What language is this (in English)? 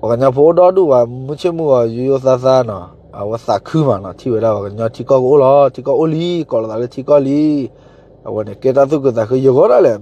S'gaw Karen